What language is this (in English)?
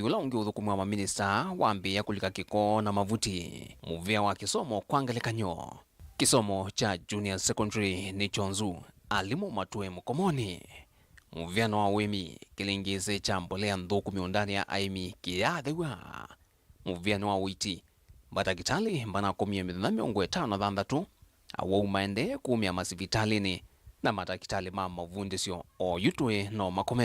Kamba